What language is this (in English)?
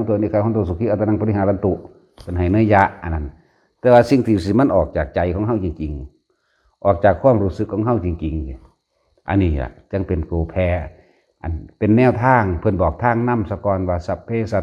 Lao